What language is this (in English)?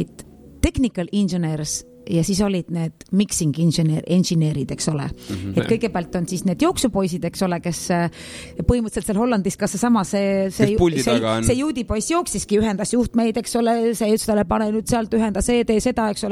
Estonian